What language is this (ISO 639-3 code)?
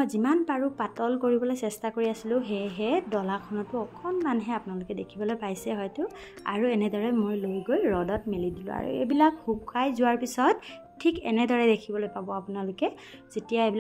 asm